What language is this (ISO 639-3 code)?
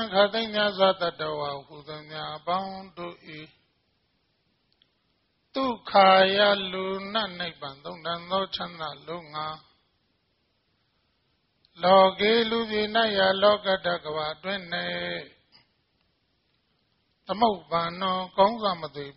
mya